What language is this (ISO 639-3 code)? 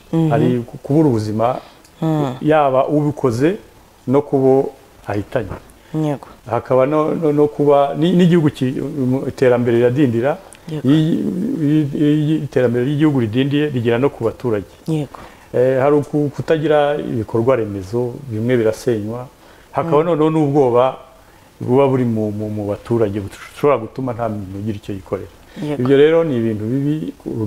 kin